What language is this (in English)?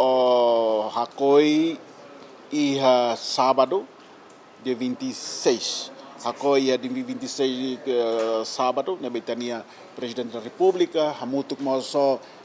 Tetum